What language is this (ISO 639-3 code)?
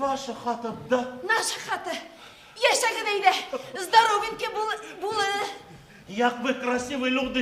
bak